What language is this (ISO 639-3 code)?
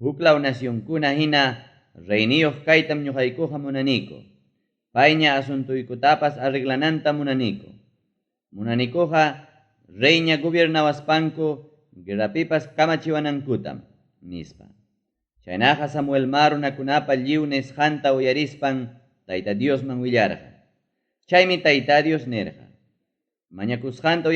quy